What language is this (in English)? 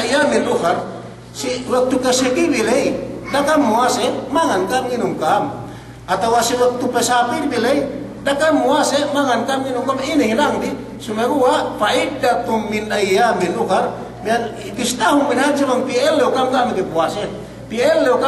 Yakan